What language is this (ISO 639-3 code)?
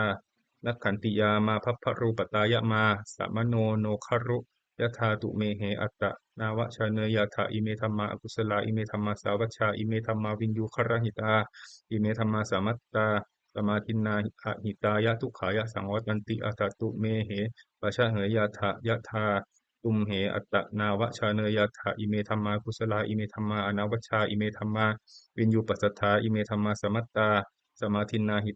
pli